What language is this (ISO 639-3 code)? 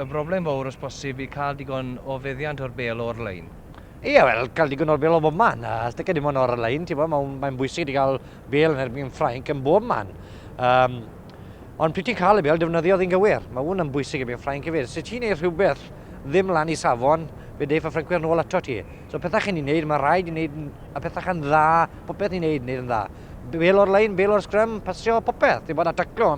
cym